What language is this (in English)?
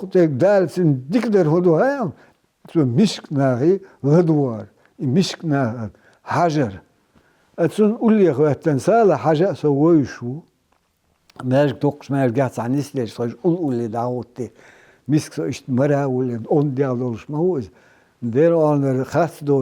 Chechen